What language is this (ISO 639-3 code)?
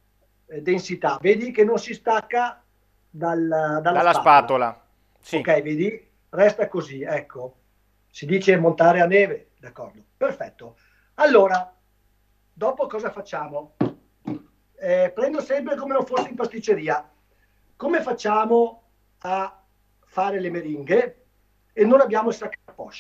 ita